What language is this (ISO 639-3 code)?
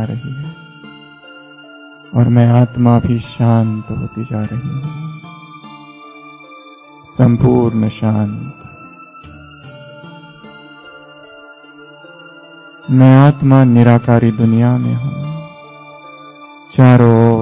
hin